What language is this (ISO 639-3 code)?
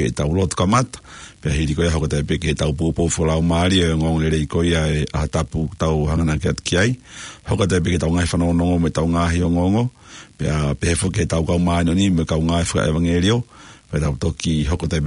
ton